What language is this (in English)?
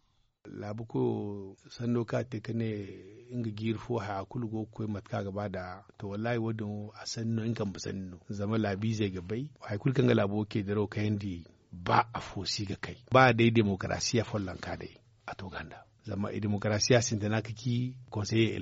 Zarma